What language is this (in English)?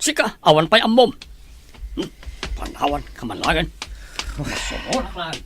Iloko